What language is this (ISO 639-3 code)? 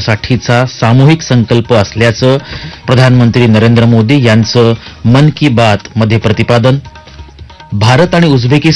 mar